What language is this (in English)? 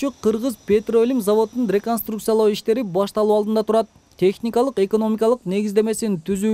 Kyrgyz